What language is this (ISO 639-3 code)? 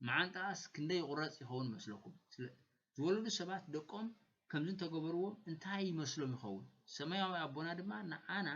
tir